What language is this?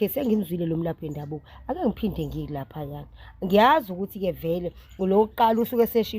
Zulu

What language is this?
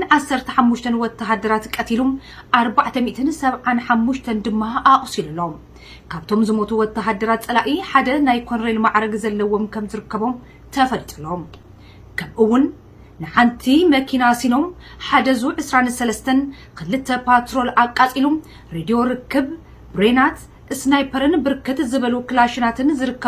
Tigrinya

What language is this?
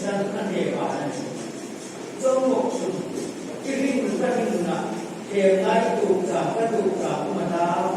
Hmar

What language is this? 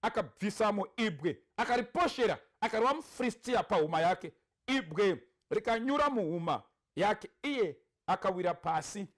Shona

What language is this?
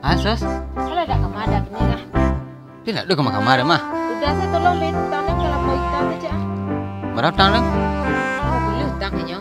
Minangkabau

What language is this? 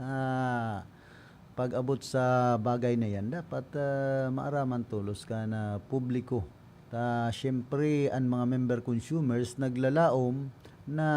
Bikol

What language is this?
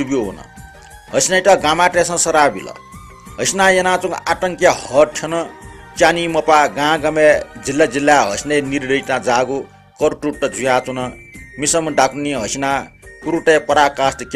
Newari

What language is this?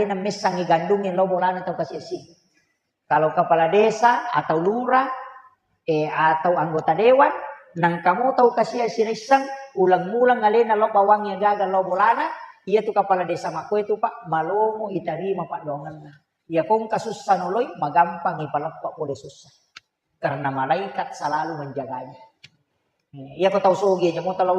Buginese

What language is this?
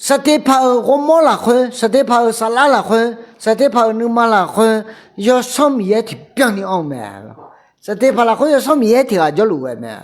Akha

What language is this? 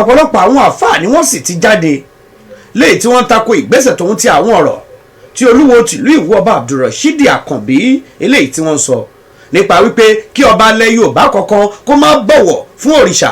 Yoruba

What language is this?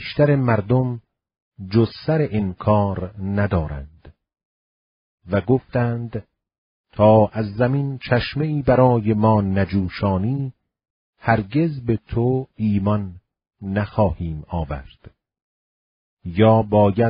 Persian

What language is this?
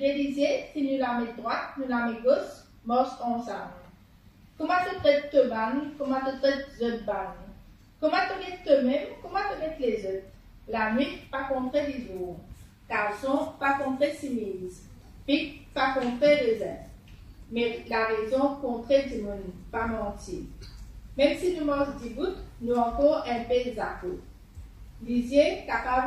Morisyen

